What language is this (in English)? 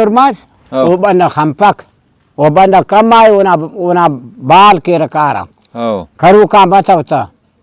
Brahui